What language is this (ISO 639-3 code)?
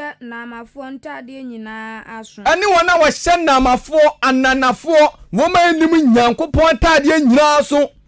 aka